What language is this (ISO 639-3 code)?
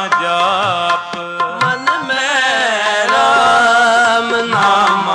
pan